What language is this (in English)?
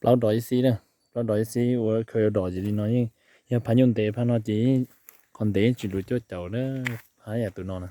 Hmong